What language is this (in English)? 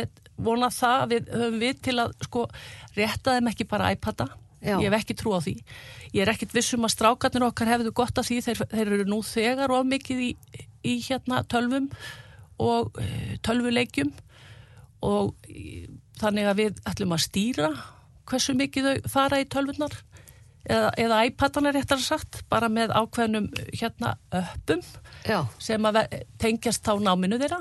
Icelandic